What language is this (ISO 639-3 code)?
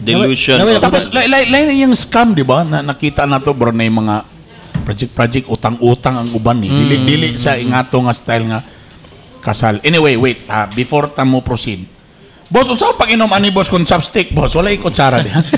ceb